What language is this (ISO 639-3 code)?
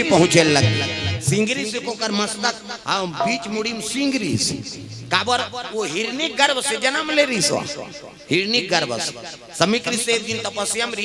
hne